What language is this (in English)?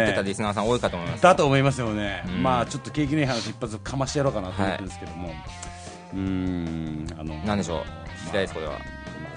Japanese